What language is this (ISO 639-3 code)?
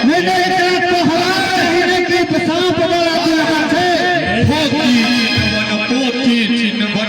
mai